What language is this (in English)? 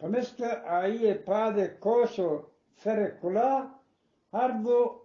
Eastern Balochi